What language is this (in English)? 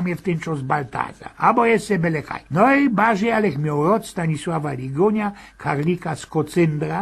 Silesian